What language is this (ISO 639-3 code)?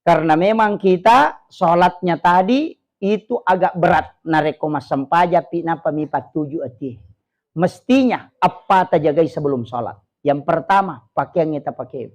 bug